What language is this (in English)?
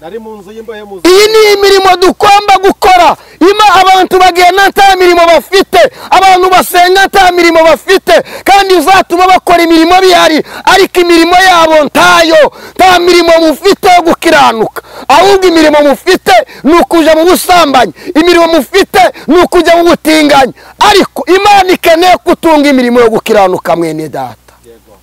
Kinyarwanda